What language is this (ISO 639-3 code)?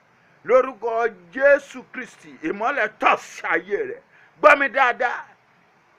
yor